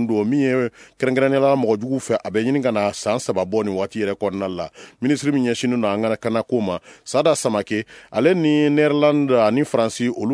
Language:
Bambara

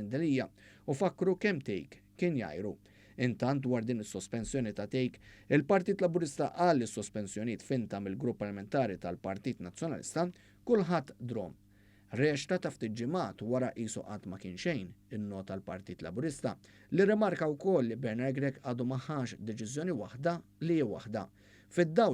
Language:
Maltese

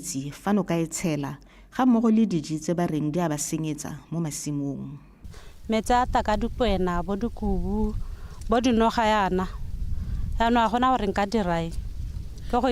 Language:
Tswana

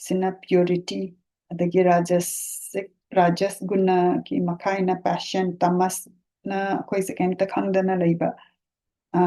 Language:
Manipuri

